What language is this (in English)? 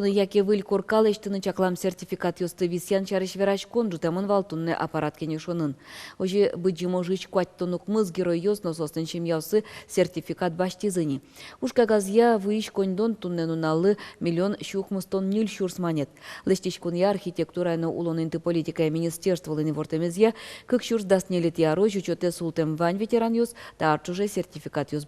Udmurt